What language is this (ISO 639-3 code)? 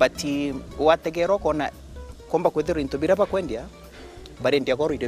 mer